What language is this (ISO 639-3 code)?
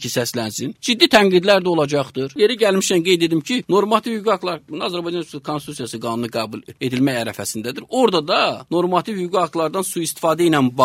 aze